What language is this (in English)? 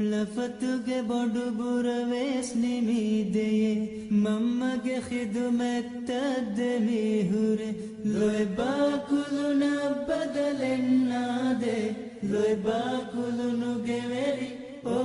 Divehi